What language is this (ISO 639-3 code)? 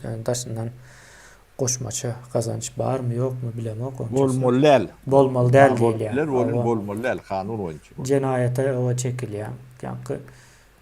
tuk